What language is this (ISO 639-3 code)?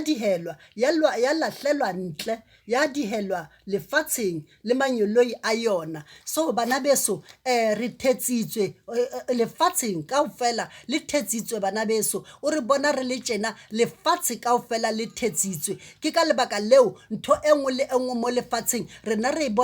sot